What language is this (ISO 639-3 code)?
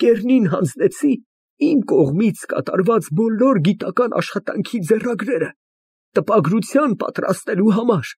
hye